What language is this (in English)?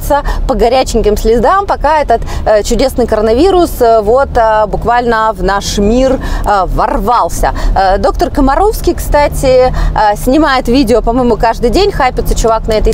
Russian